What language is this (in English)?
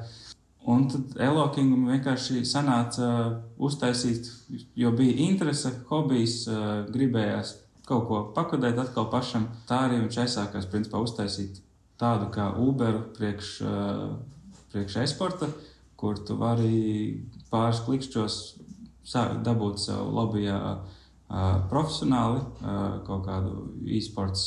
Latvian